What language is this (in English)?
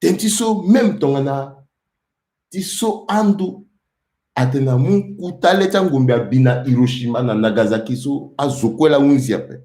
Sango